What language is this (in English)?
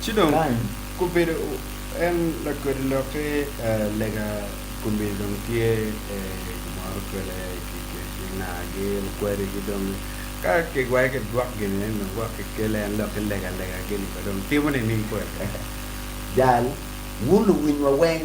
Acoli